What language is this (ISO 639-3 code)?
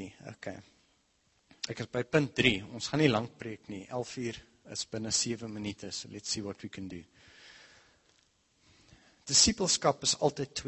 afr